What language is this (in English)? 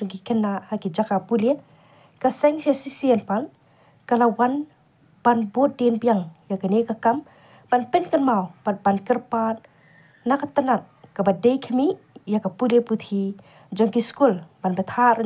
Khasi